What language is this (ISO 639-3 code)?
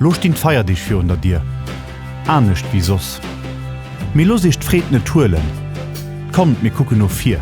ltz